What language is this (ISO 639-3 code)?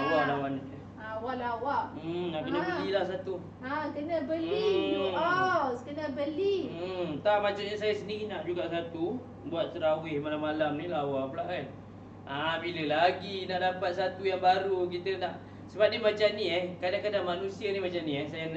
msa